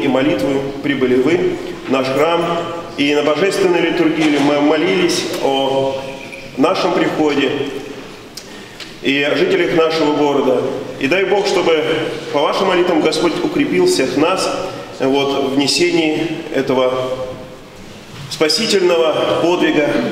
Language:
Russian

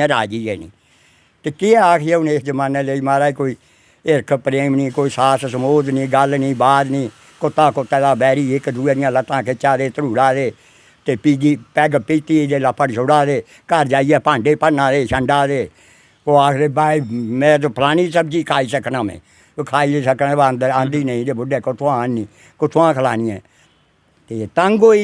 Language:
Dogri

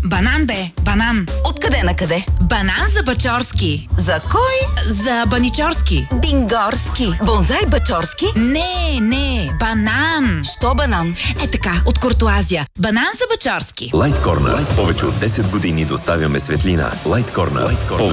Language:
Bulgarian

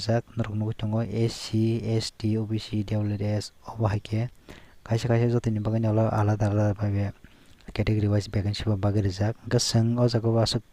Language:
Kok Borok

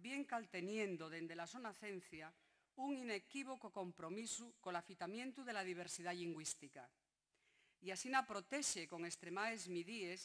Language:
Asturian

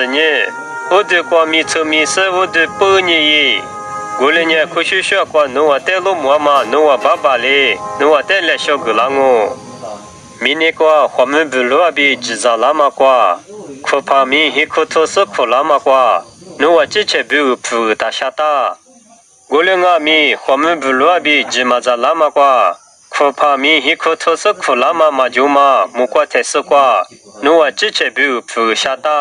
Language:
Lisu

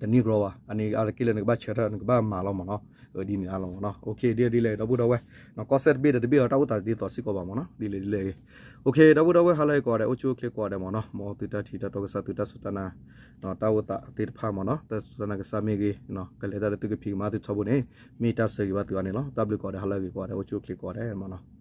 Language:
S'gaw Karen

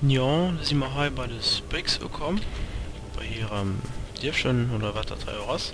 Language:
Luxembourgish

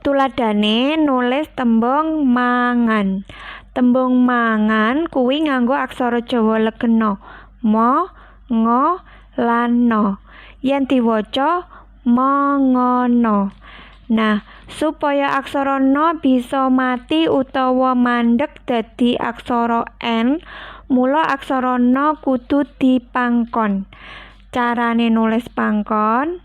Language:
Javanese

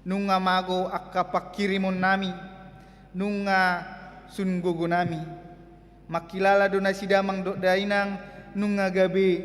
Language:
Batak Toba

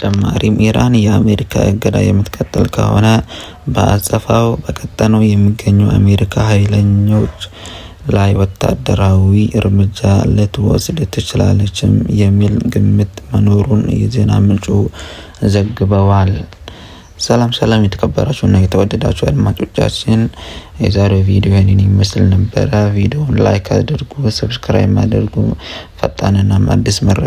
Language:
Amharic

